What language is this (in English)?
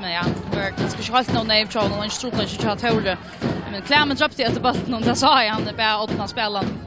Faroese